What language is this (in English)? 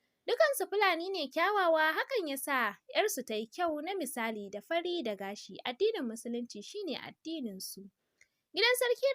Hausa